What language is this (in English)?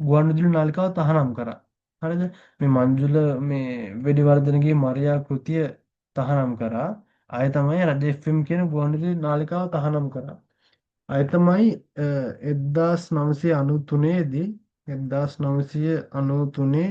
Sinhala